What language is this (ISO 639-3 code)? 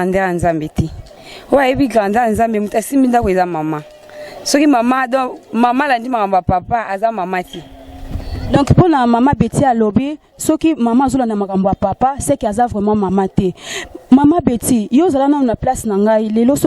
lin